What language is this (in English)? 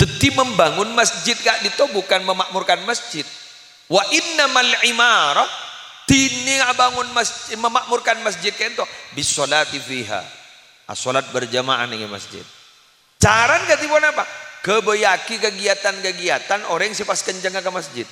Madurese